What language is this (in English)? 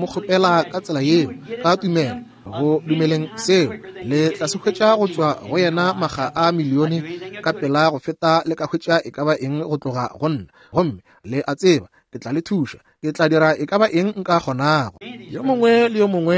Northern Sotho